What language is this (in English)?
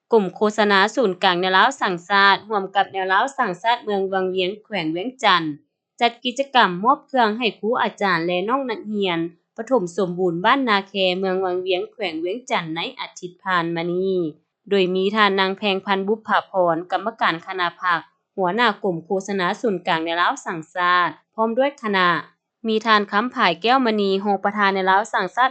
Lao